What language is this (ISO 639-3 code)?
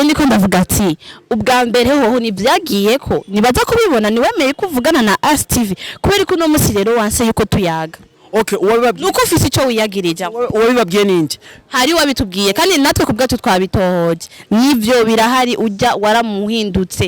run